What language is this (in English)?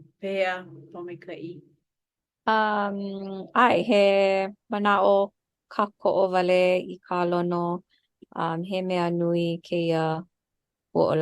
Hawaiian